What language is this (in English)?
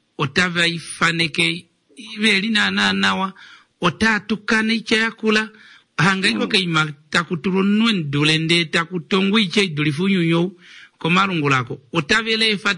Kuanyama